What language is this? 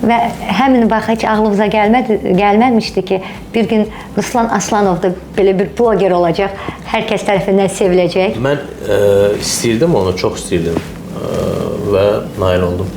Azerbaijani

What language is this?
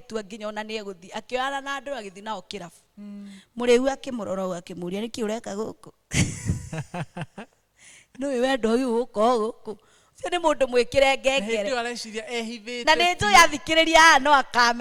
Kikuyu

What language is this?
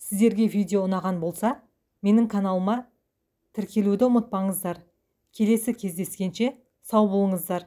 Kazakh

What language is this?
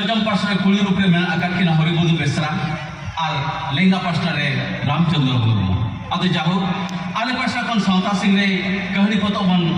Santali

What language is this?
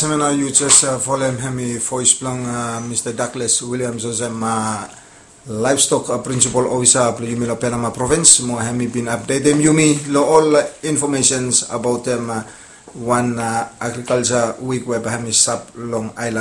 Bislama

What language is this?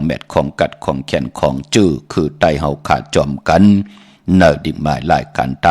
Shan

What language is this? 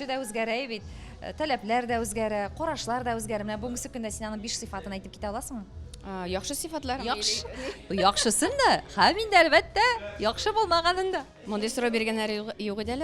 Tatar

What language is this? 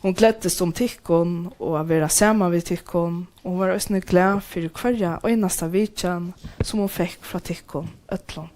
Faroese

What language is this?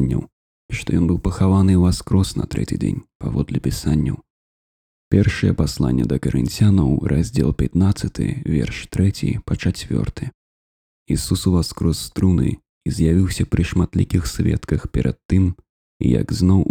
Belarusian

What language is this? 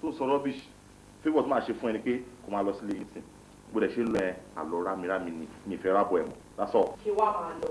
Yoruba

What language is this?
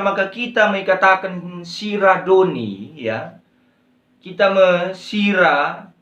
Batak Karo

